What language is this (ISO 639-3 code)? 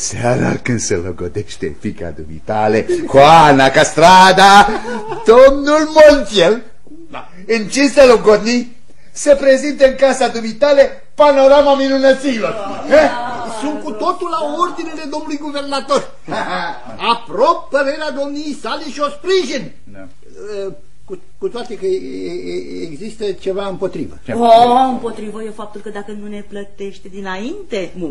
ron